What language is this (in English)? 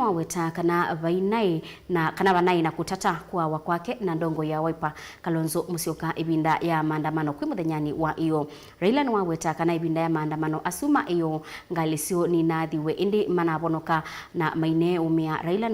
Kamba